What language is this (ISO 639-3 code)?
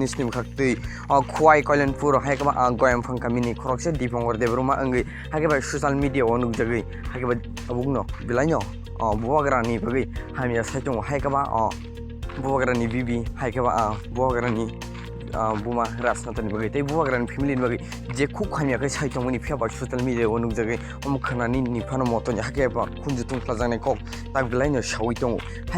trp